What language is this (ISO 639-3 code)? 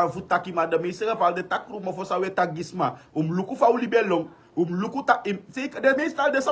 srn